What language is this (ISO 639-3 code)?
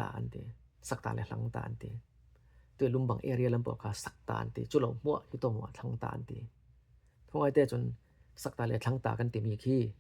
cfm